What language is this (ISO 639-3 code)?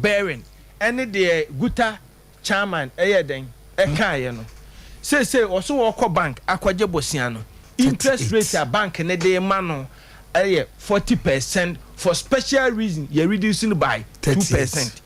aka